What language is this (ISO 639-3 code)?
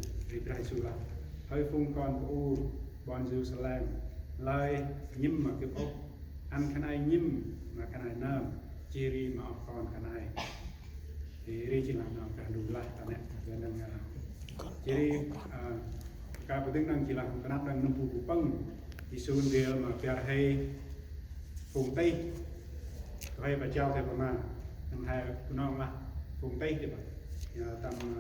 cmo